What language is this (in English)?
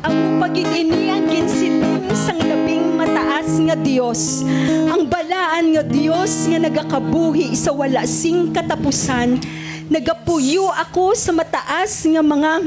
Hiligaynon